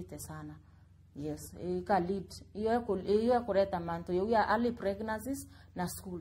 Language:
Meru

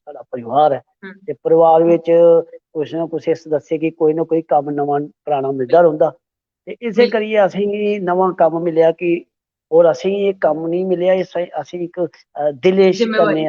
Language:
Dogri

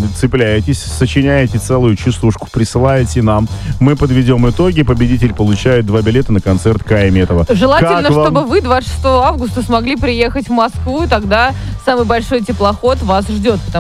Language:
Russian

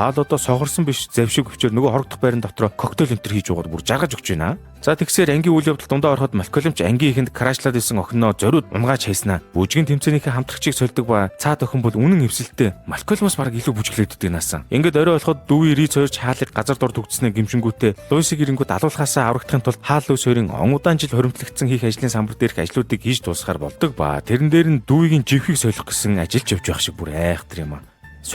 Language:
Mongolian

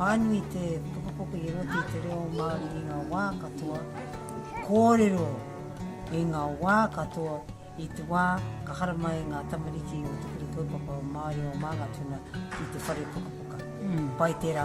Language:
Māori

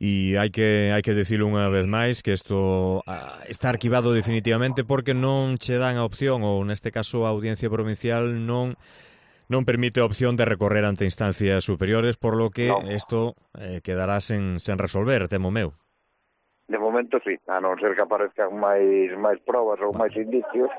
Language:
Galician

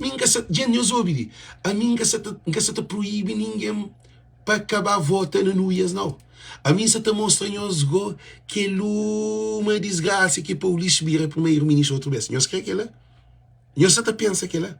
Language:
Kabuverdianu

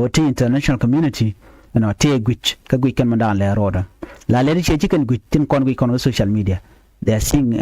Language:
Nuer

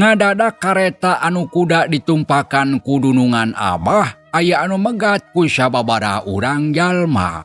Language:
Sundanese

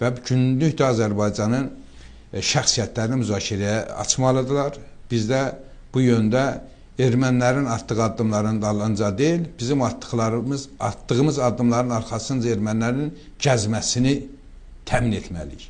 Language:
Azerbaijani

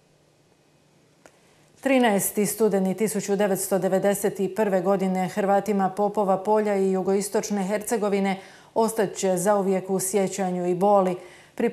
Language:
Croatian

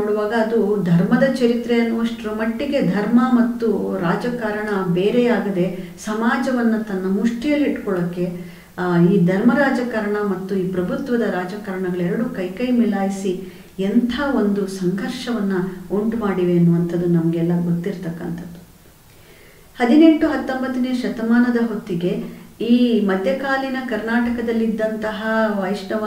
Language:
Kannada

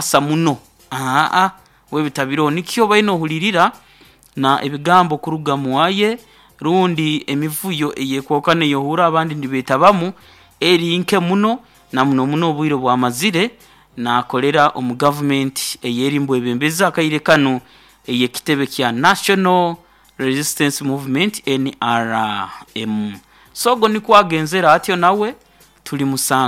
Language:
Nyoro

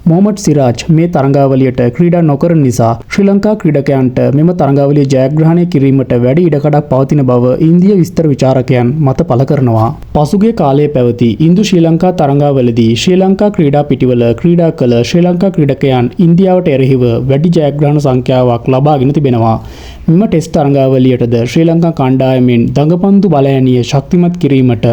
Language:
Sinhala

